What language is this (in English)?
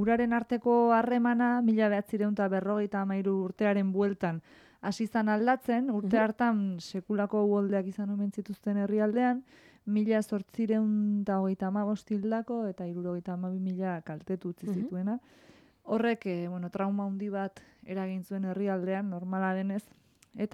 Basque